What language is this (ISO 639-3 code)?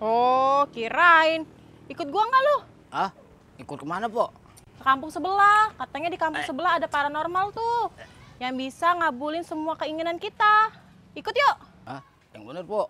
bew